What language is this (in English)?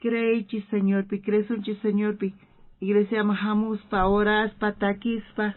South Bolivian Quechua